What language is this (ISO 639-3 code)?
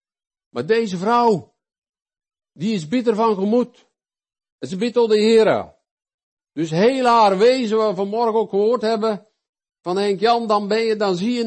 nld